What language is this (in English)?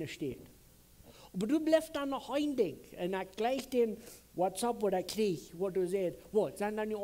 Plautdietsch